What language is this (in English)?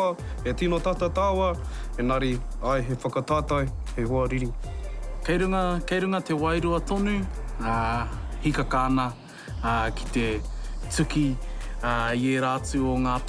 Māori